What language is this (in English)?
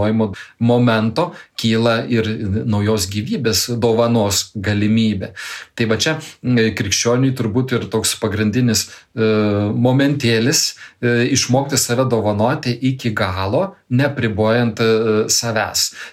Lithuanian